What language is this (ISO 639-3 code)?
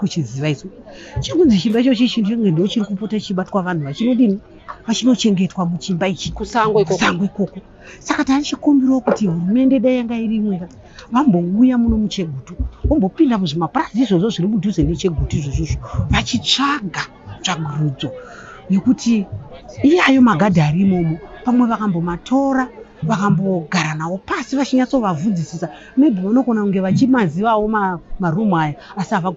sna